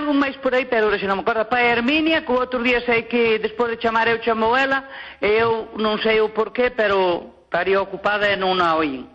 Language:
Galician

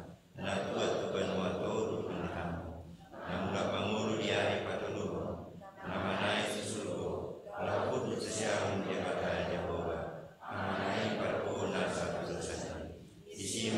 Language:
Batak Toba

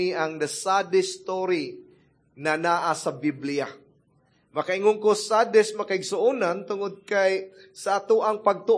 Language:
Cebuano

